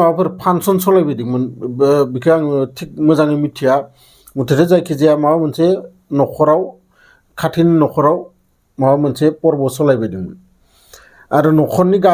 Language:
Bodo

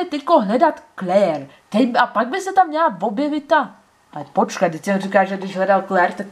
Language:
Czech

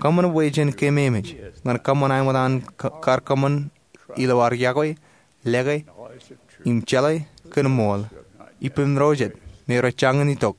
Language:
Marshallese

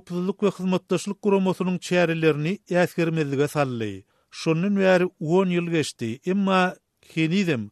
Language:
Turkmen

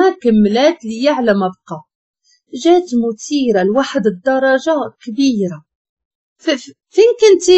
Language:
Moroccan Arabic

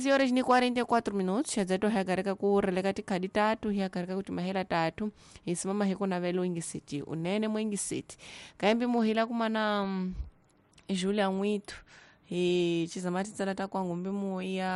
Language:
Tsonga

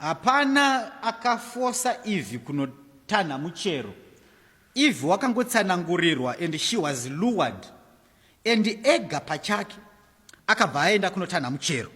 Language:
Shona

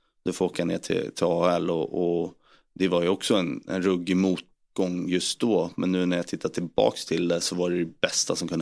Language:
Swedish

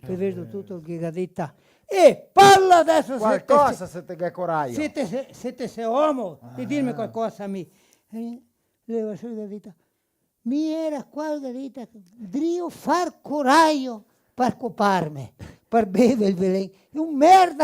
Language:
Venetian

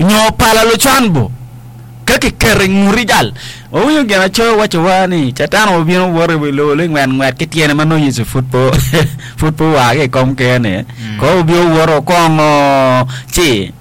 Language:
Acoli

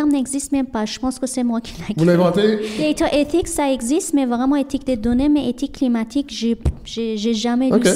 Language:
French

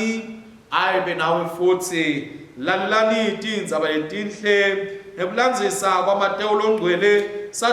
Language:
Swati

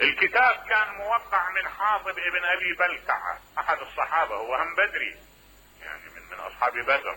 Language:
Mesopotamian Arabic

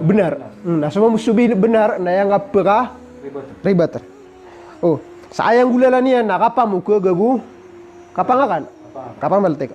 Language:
Maranao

